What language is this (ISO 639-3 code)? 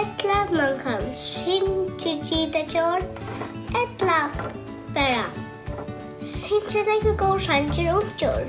fao